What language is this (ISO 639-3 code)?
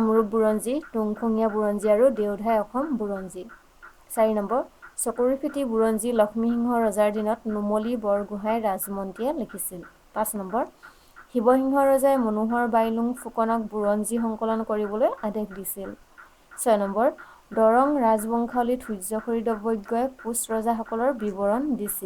asm